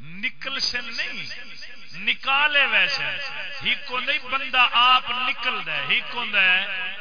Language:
Saraiki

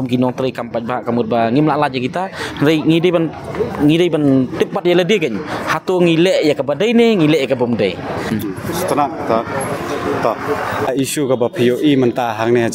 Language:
Khasi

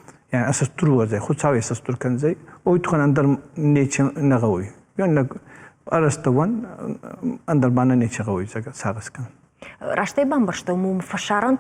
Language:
Ossetic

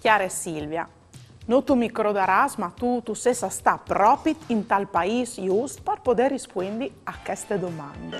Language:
Friulian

